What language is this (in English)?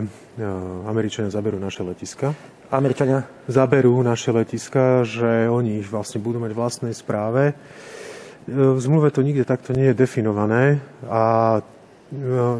Slovak